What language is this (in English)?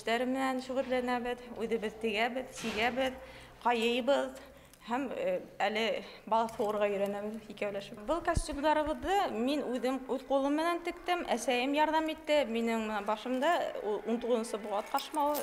Bashkir